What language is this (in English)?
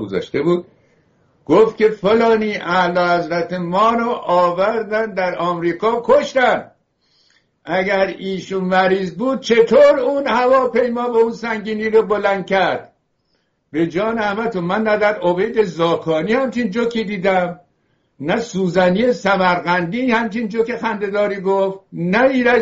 Persian